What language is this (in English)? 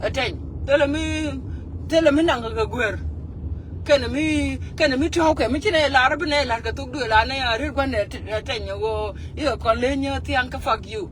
Nuer